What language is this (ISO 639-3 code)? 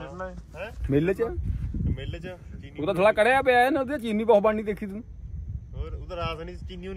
pan